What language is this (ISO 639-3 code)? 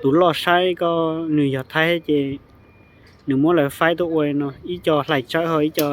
hmn